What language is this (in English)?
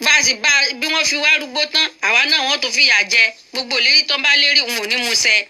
Yoruba